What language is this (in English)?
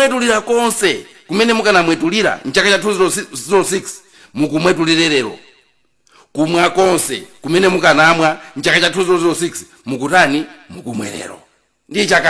Nyanja